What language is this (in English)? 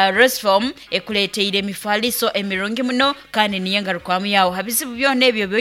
Nyankole